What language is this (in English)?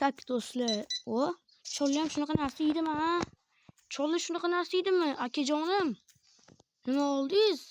Uzbek